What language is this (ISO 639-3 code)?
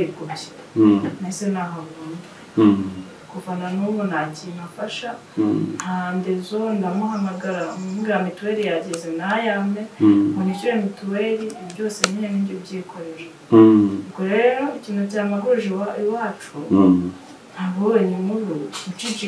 kin